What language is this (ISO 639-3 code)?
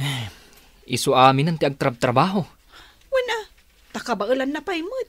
ilo